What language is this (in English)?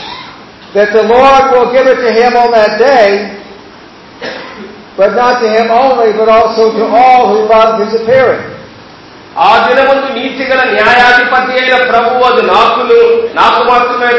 Telugu